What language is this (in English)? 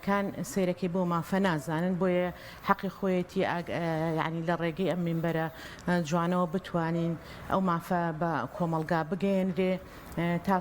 Central Kurdish